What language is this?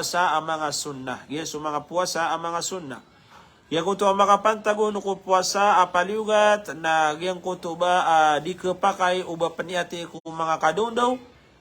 Maranao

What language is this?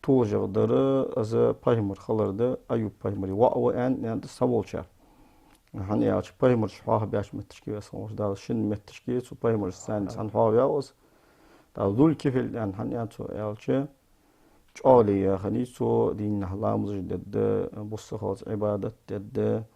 Ingush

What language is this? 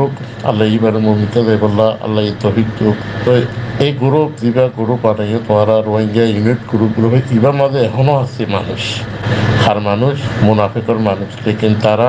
Rohingya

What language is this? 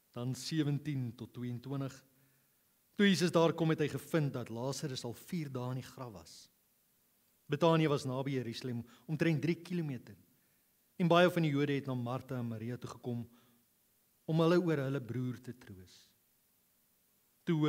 Afrikaans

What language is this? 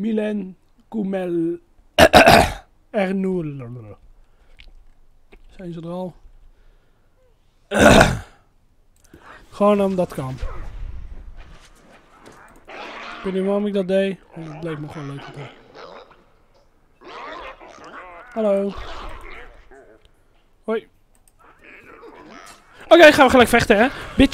Dutch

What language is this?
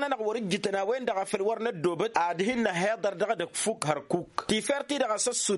Tamasheq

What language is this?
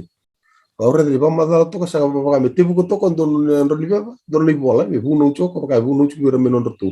Fijian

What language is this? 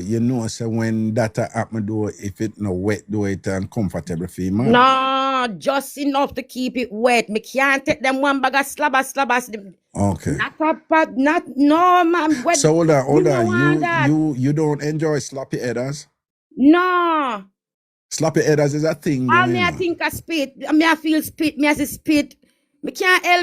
Jamaican Creole English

